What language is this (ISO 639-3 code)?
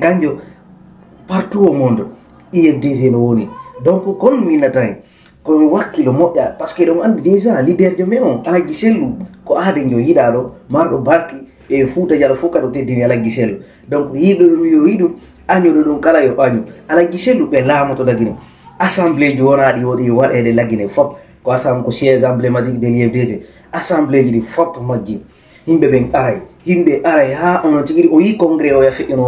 ful